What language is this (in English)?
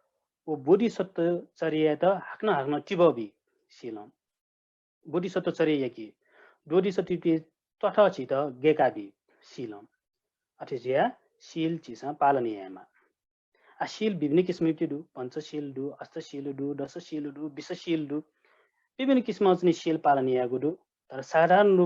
Newari